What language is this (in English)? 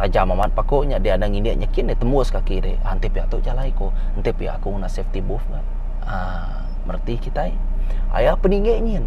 Iban